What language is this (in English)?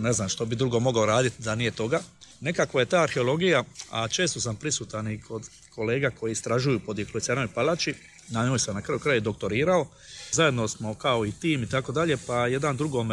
Croatian